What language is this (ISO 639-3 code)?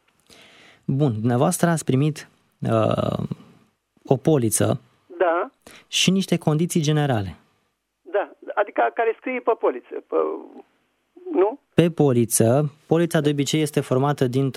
ron